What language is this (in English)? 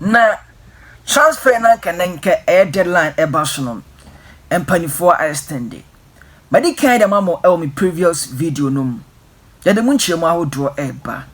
Akan